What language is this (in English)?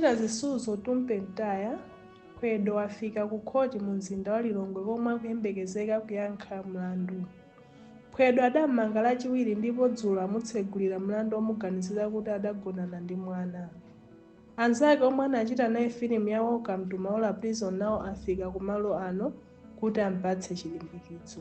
Nyanja